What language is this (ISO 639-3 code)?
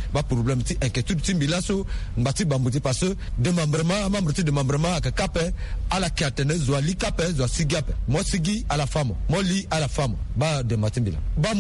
sag